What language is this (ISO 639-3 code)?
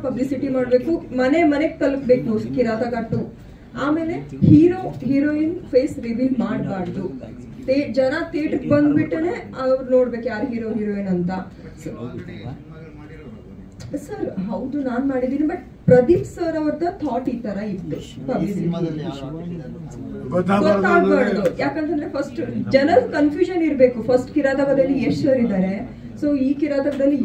kan